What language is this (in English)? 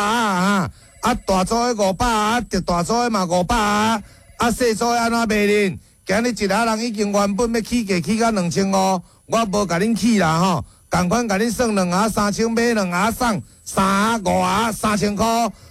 Min Nan Chinese